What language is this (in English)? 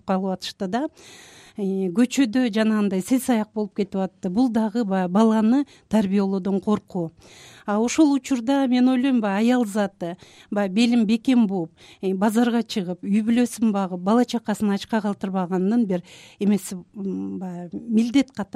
Kyrgyz